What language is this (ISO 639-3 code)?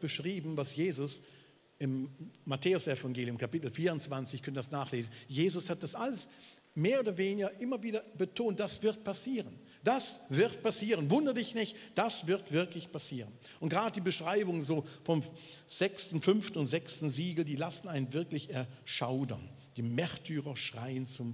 gsw